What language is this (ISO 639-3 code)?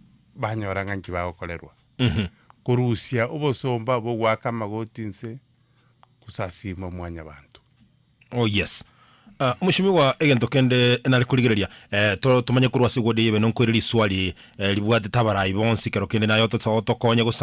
guz